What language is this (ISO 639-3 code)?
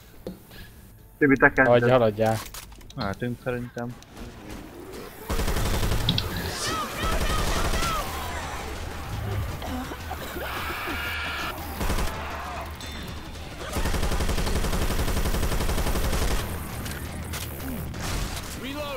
hun